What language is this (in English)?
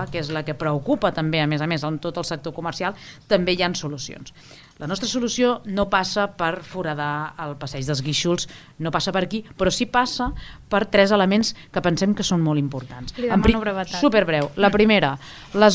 Catalan